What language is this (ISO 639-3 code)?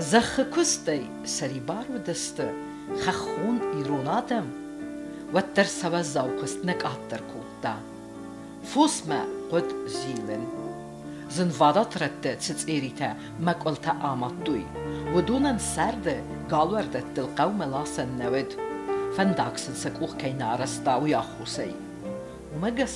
oss